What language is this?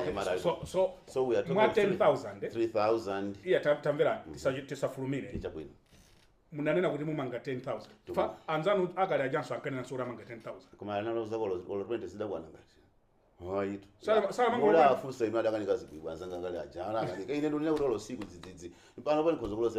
Nyanja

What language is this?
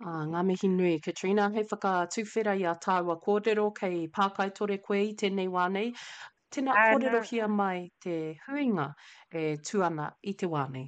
Māori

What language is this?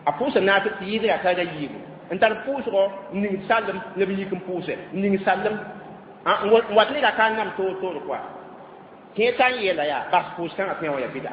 Mossi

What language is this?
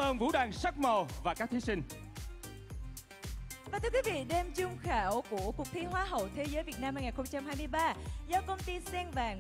Vietnamese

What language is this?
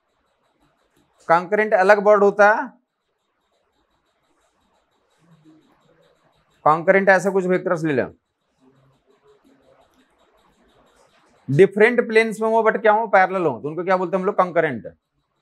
Hindi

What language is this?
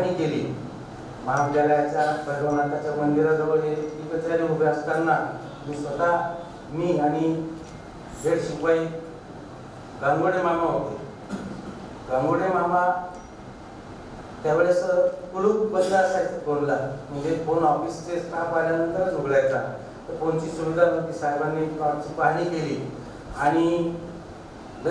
Marathi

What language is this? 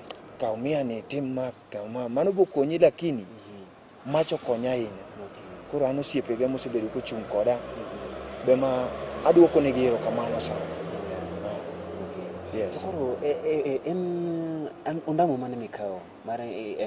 Luo (Kenya and Tanzania)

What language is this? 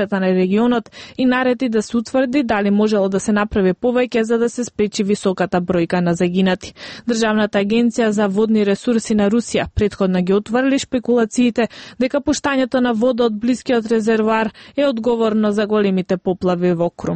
Macedonian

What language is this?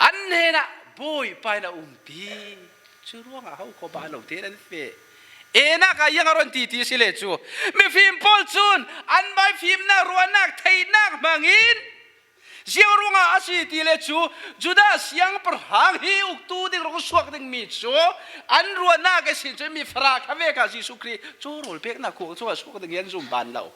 Falam Chin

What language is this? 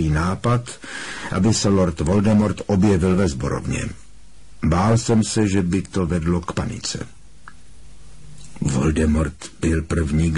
Czech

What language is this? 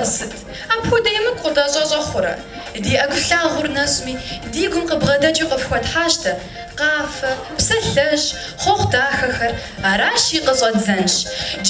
Kabardian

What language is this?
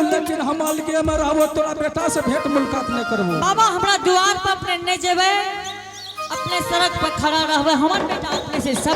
Angika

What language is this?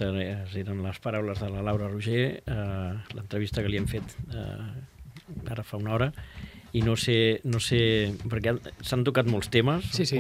Catalan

